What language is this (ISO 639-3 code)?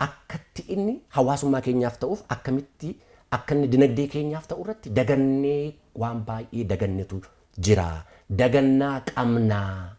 orm